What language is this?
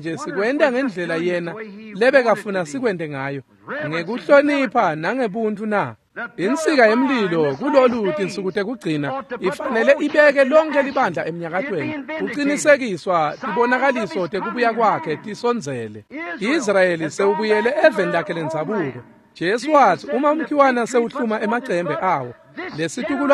Swati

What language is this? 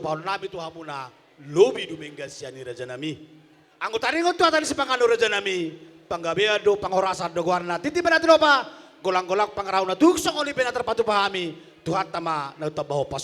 Batak Toba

